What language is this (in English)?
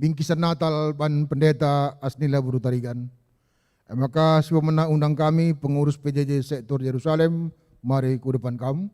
Batak Karo